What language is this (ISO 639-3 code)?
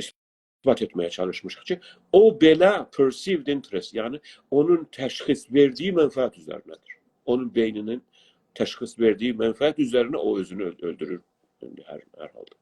azb